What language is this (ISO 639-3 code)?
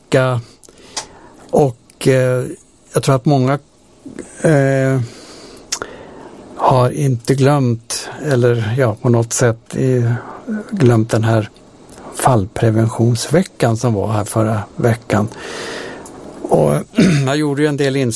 swe